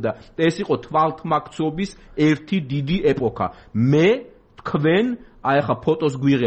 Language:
Georgian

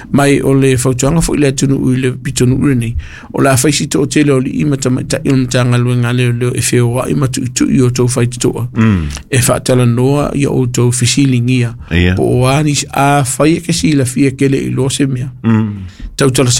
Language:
Samoan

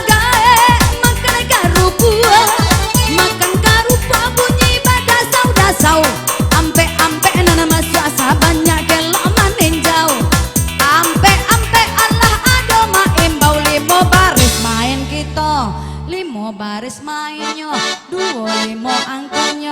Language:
Minangkabau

